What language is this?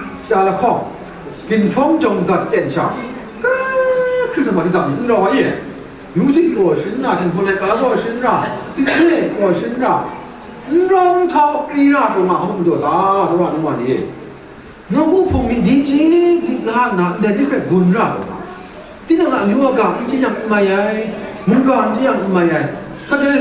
Kachin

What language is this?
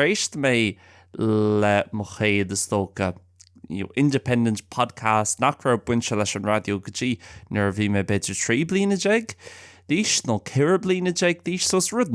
Irish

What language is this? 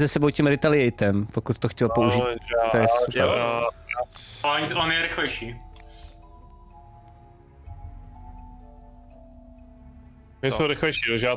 Czech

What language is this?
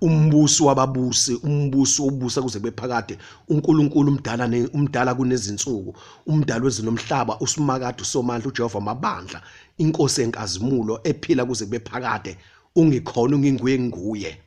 Zulu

